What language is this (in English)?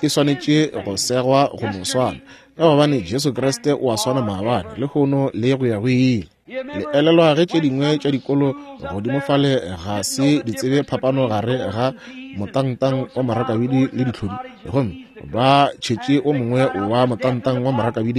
Northern Sotho